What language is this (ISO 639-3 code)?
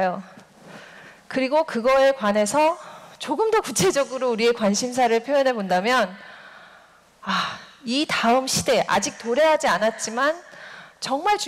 kor